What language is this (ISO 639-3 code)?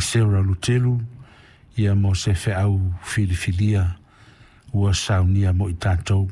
smo